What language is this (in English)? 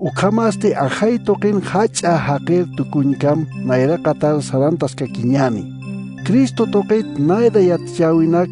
Aymara